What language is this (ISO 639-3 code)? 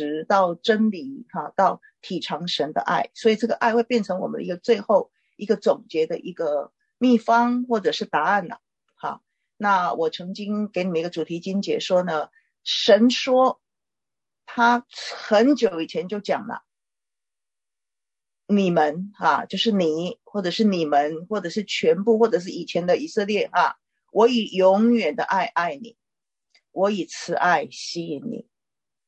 zho